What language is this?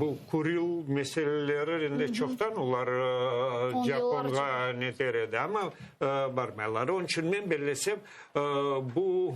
Crimean Tatar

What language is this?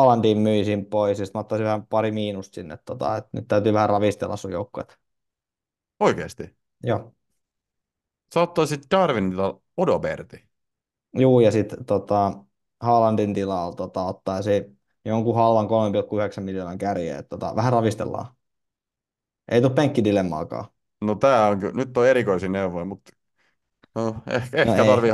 Finnish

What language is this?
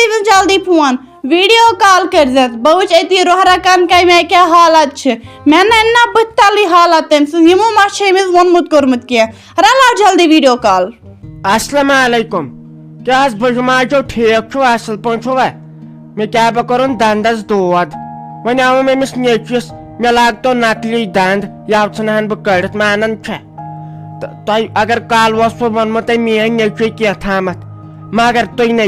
Kashmiri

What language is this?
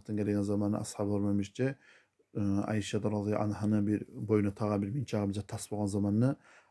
Kumyk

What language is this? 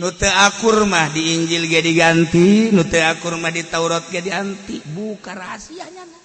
Sundanese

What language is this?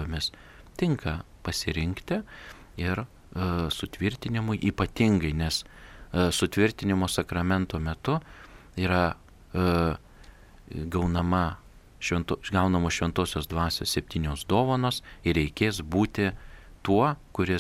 Lithuanian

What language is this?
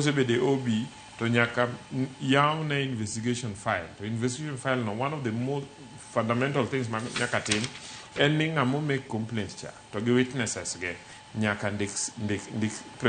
Luo (Kenya and Tanzania)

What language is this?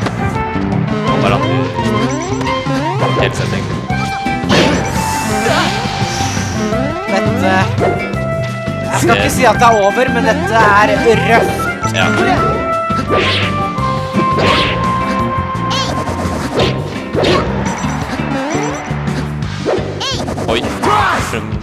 Norwegian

